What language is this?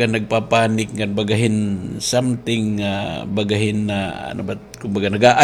Waray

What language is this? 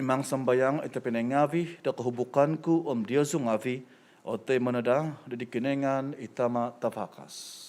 Central Dusun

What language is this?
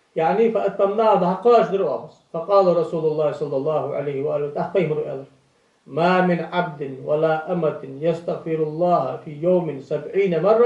Ingush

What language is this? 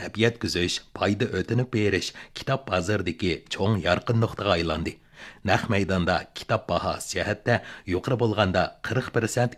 Uyghur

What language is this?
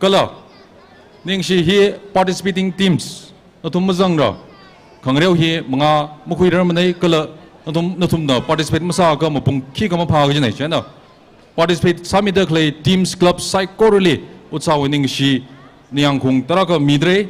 Tangkhul Naga (India)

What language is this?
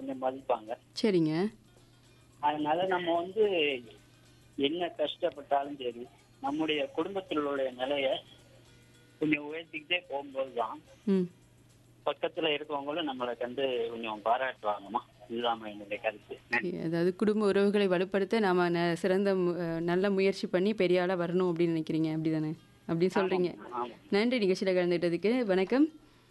Tamil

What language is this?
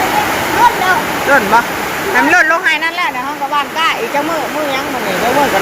Northeastern Thai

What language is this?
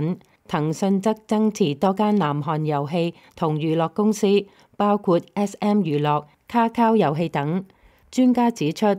Cantonese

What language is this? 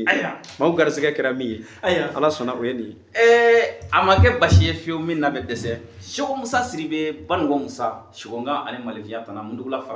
Bambara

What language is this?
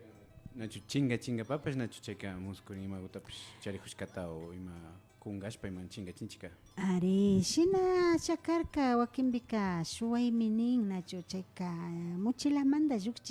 Imbabura Highland Quichua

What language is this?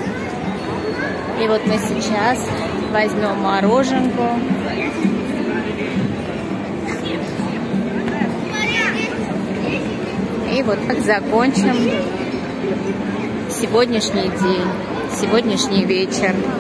Russian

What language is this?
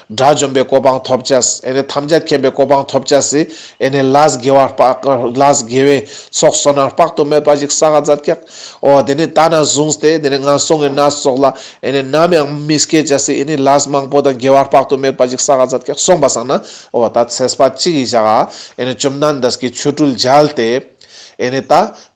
Ladakhi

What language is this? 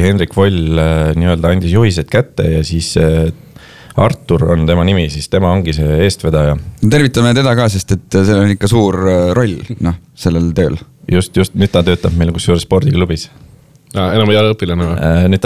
Estonian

